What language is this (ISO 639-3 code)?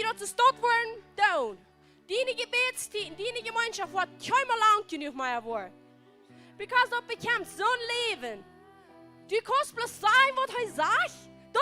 pdt